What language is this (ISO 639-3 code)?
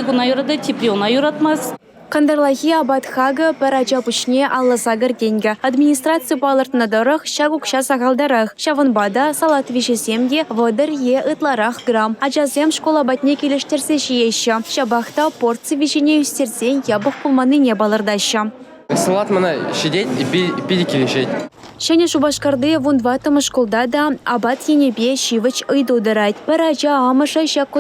chv